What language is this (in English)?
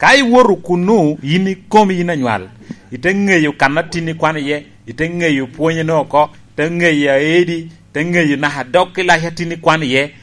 Lango (Uganda)